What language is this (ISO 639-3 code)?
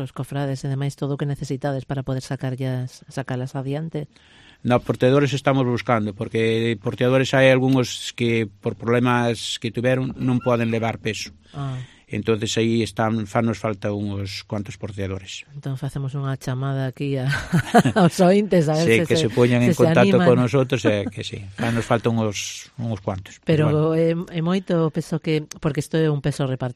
glg